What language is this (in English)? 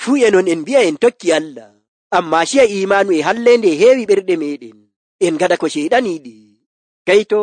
Nigerian Fulfulde